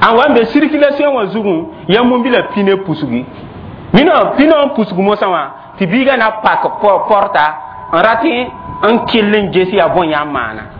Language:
Mossi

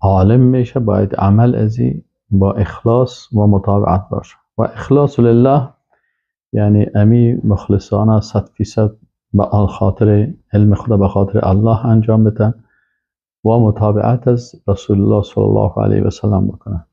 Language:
Persian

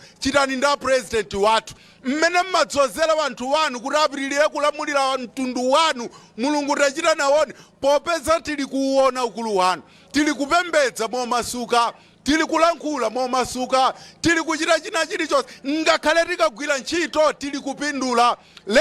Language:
Nyanja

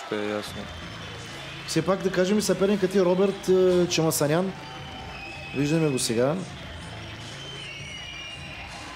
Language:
Bulgarian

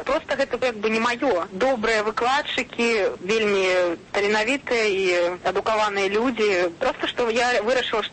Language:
Belarusian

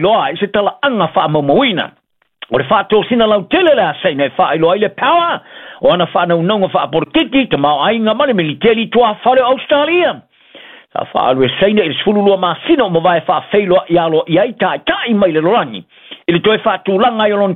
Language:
Samoan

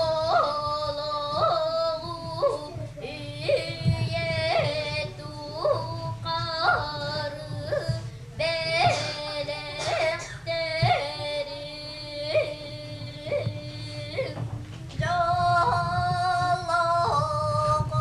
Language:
Yakut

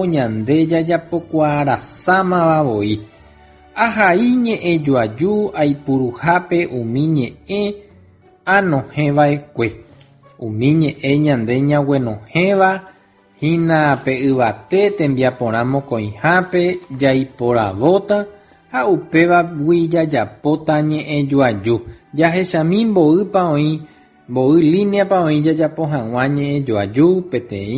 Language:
Guarani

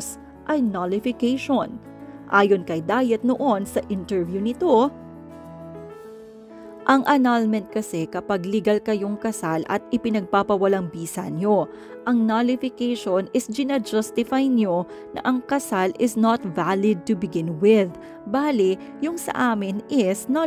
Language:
Filipino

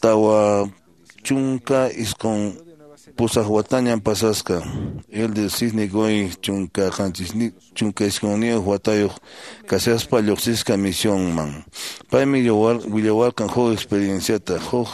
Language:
Quechua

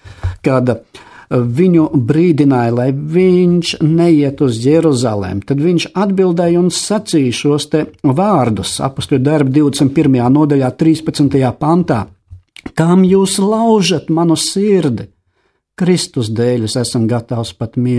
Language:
Latvian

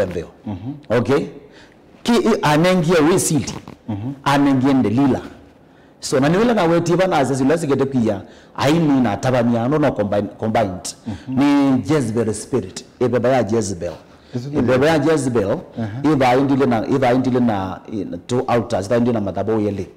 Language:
Kamba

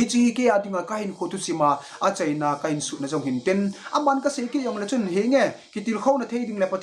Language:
Thado Chin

